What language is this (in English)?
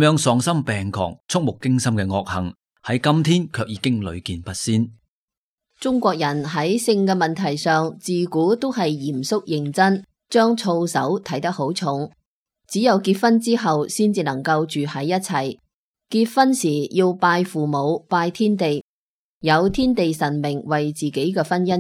Cantonese